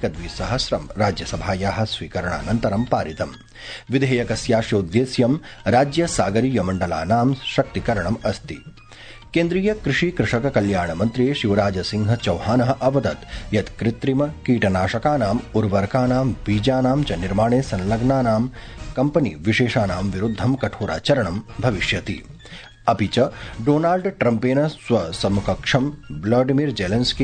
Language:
Sanskrit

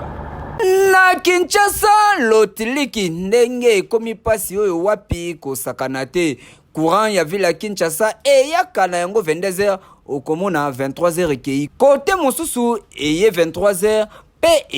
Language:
Lingala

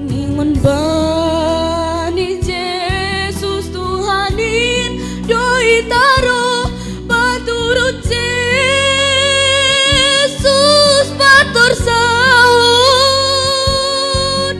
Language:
Batak Simalungun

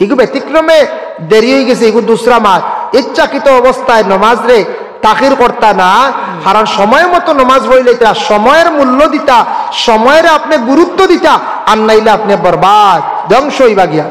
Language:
Sylheti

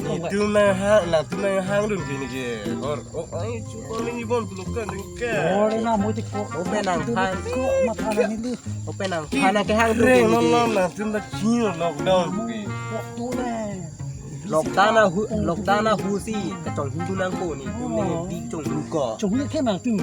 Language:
Karbi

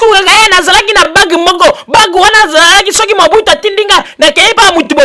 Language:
Lingala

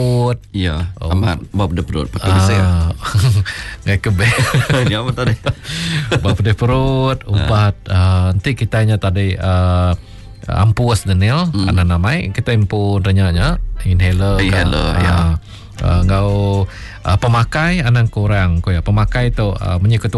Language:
Iban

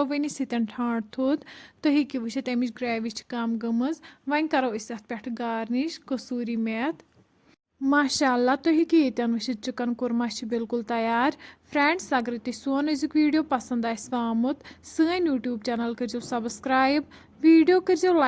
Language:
Kashmiri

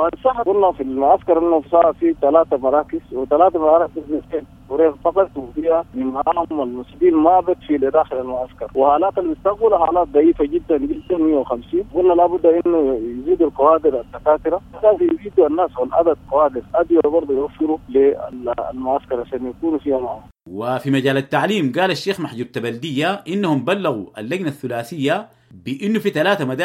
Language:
Sudanese Arabic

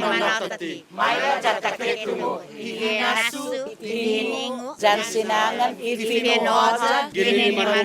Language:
Chamorro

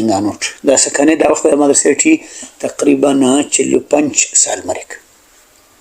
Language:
Brahui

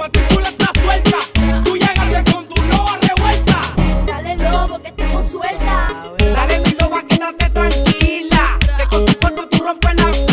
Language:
Spanish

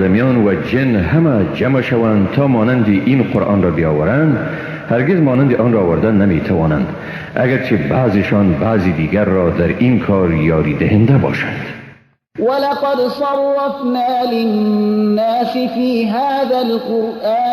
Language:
Persian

